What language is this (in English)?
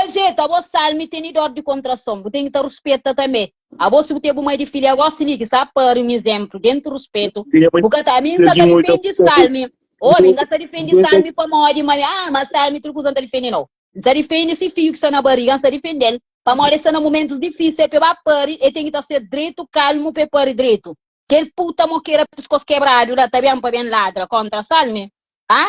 Kabuverdianu